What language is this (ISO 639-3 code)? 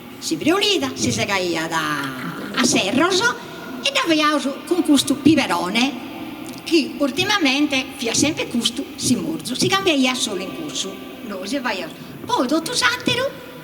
srd